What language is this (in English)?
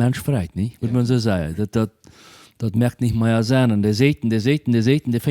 Plautdietsch